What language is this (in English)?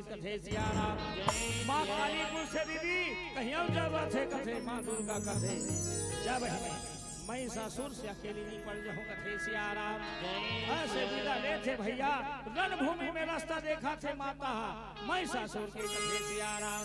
Chhattisgarhi